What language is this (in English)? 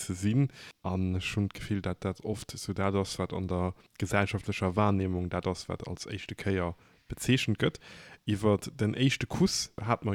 Luxembourgish